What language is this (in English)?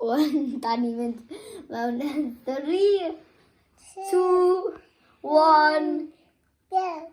Welsh